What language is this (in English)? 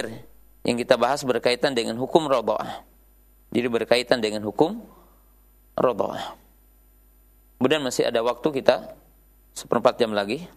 Indonesian